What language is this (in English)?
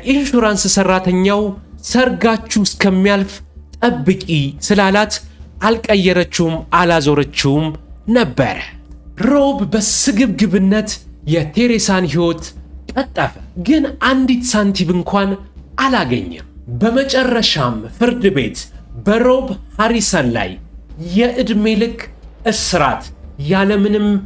Amharic